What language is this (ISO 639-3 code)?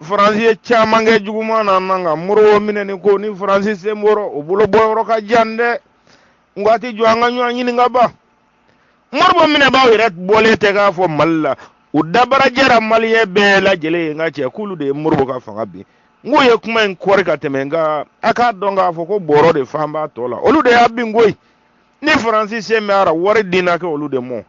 bam